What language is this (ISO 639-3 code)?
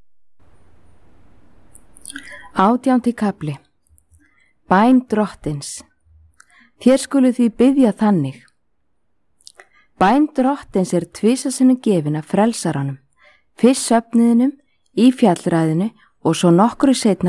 isl